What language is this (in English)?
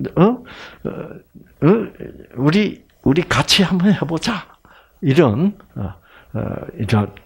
Korean